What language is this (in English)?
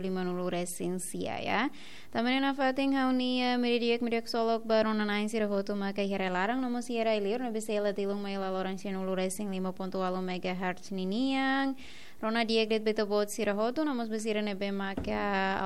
Tetum